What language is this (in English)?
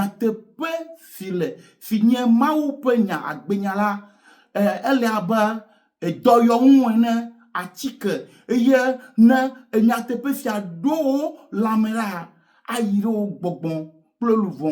Ewe